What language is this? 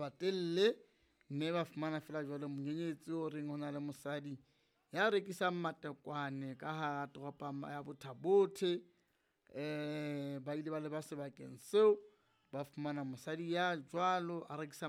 Southern Sotho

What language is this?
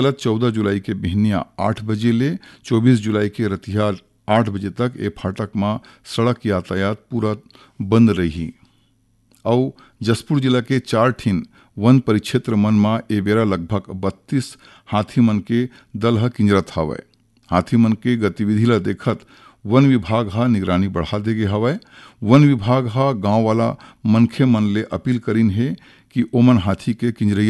Chhattisgarhi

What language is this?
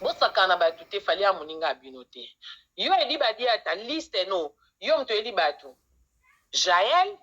Lingala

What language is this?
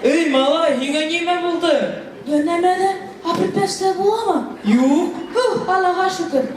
Bashkir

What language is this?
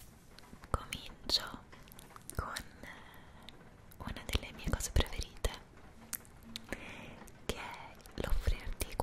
Italian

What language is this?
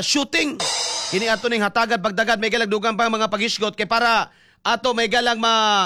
Cebuano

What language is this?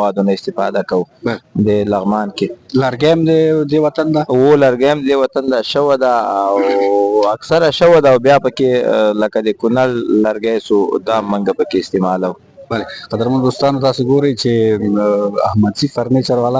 Pashto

